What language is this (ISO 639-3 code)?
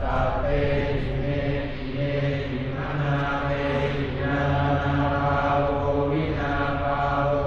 pli